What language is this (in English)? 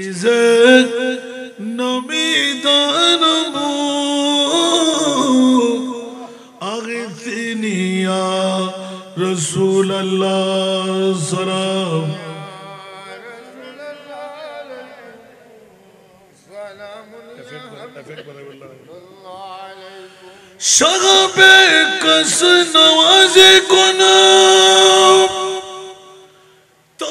Bangla